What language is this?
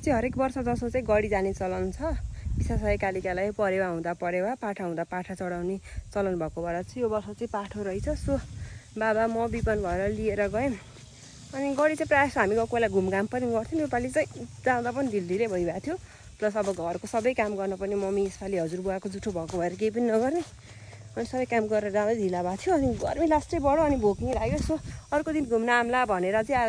Nepali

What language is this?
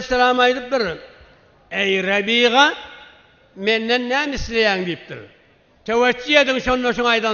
Turkmen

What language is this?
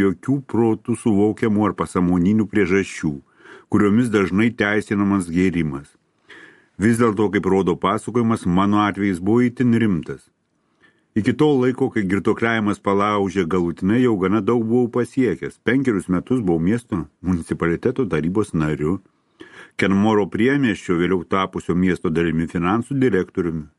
Lithuanian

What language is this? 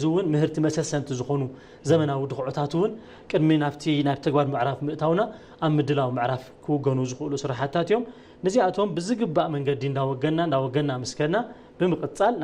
Tigrinya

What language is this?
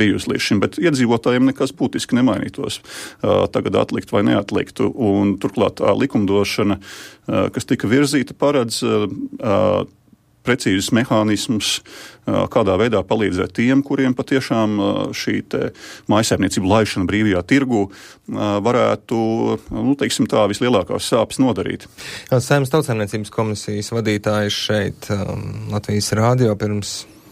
Latvian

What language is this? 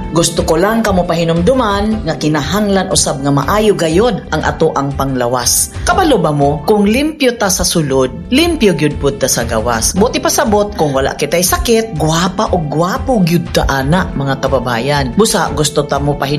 Cebuano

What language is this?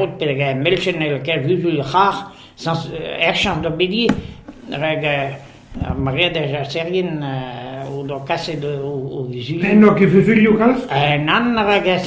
Breton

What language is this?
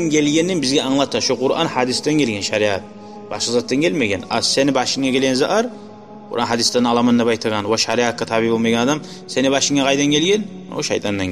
Kumyk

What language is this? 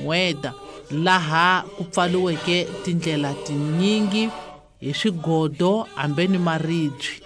Tsonga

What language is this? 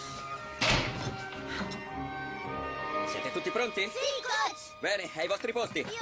Italian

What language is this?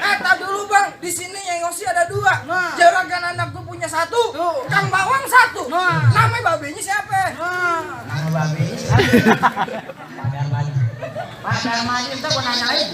Betawi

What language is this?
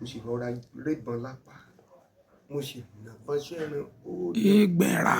Yoruba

